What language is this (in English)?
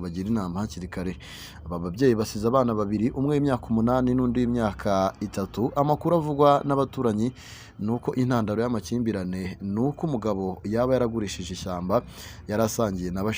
Kinyarwanda